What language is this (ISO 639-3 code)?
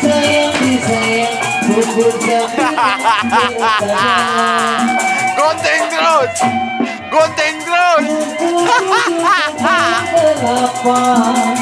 bew